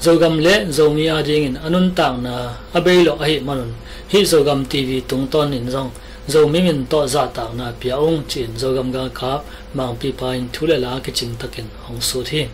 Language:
Tedim Chin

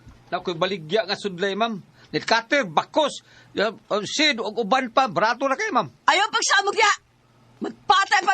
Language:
Cebuano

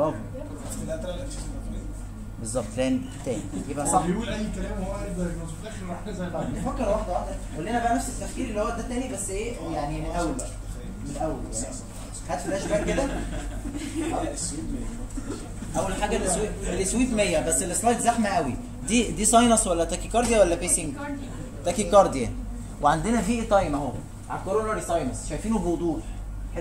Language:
Egyptian Arabic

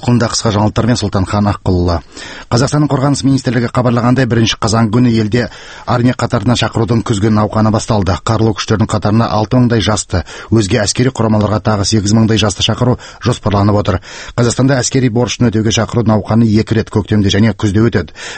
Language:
Kyrgyz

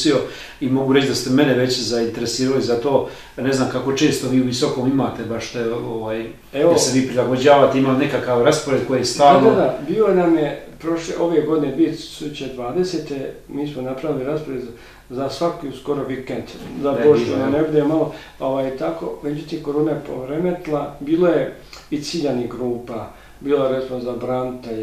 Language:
Bosnian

